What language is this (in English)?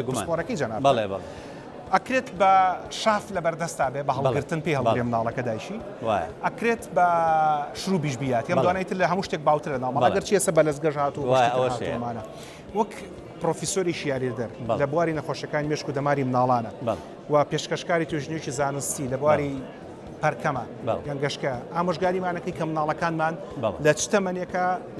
Central Kurdish